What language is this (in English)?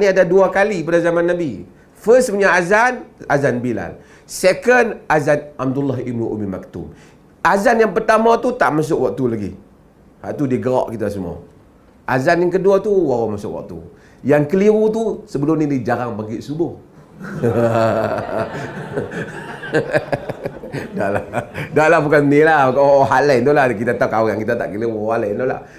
Malay